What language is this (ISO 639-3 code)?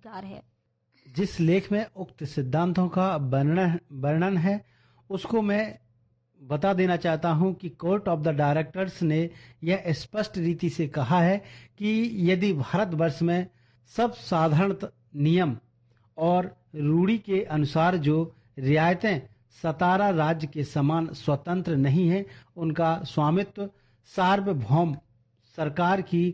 hin